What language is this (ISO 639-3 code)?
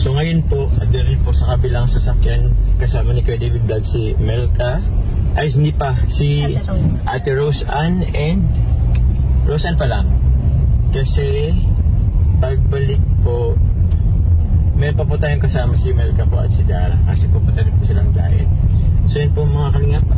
fil